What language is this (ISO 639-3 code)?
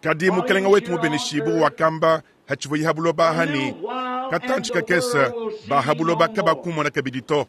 lua